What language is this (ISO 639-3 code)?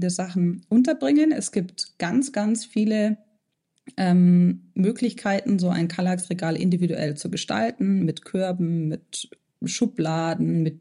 deu